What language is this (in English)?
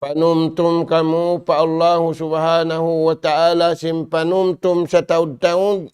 Tausug